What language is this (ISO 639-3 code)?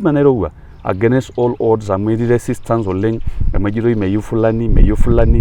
mas